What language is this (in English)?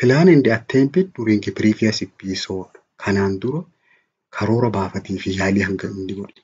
Oromo